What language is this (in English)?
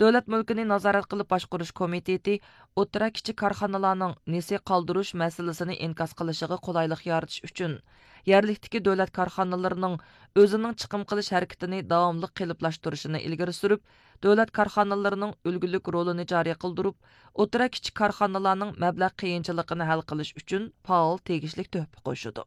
Uyghur